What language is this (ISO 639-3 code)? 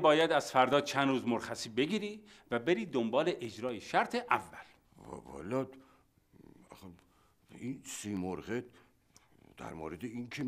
fas